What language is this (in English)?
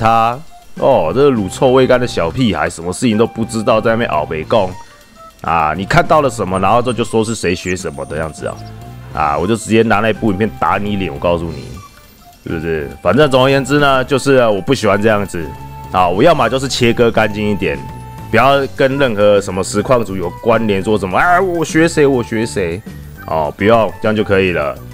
Chinese